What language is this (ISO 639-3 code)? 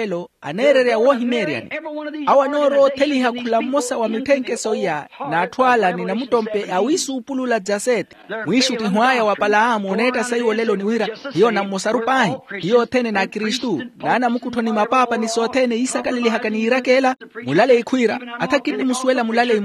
vmw